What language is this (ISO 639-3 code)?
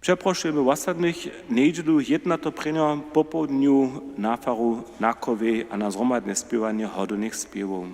hsb